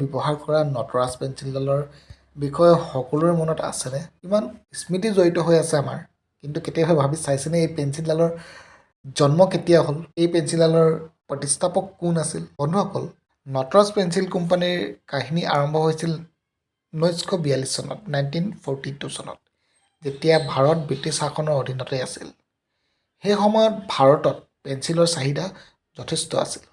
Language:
Assamese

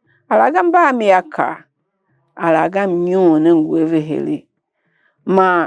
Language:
Tiv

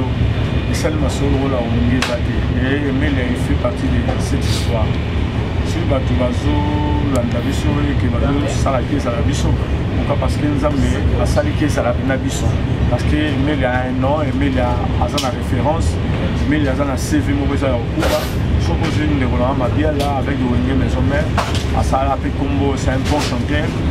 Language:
Lingala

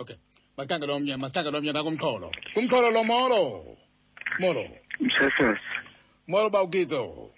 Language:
Xhosa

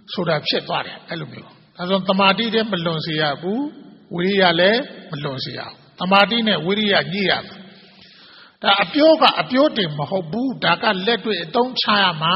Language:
Burmese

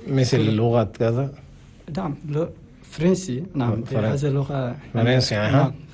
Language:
Chadian Arabic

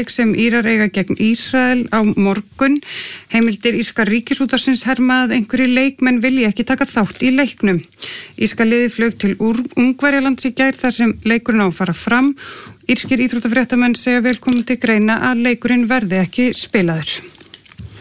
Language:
Icelandic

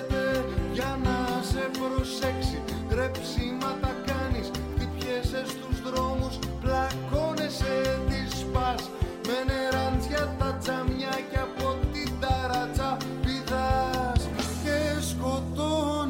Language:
Greek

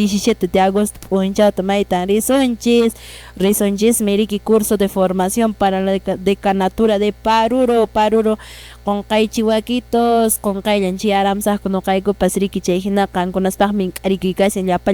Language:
Quechua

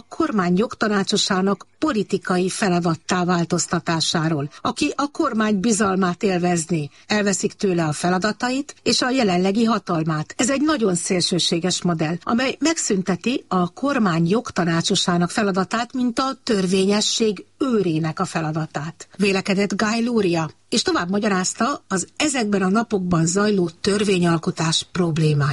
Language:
Hungarian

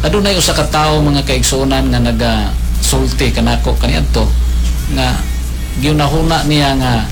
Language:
Cebuano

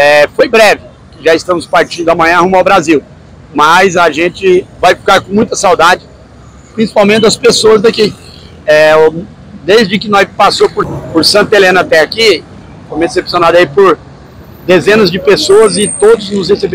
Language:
Portuguese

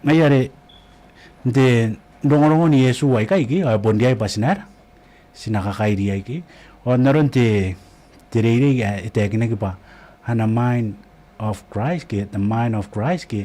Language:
Gilbertese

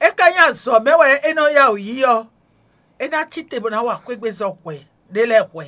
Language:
Fon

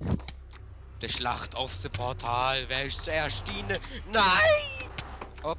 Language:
Swiss German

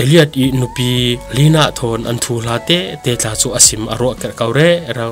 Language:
Falam Chin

